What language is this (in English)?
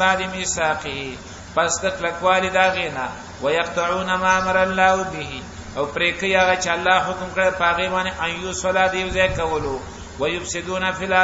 Pashto